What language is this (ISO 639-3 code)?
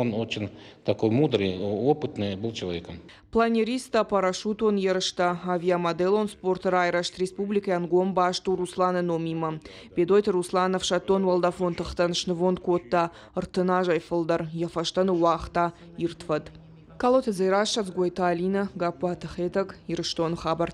oss